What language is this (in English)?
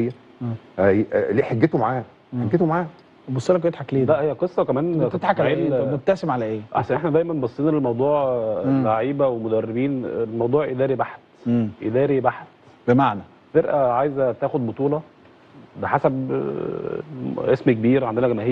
Egyptian Arabic